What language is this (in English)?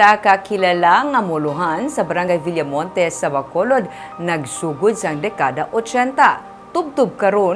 Hiligaynon